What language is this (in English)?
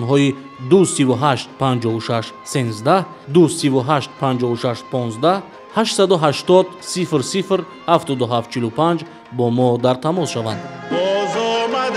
Tajik